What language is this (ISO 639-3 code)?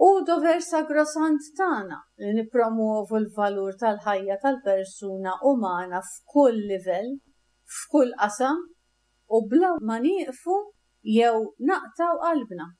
mlt